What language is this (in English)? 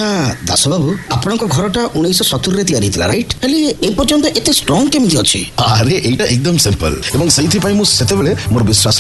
Odia